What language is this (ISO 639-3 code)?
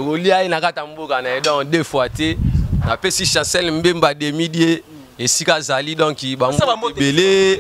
lin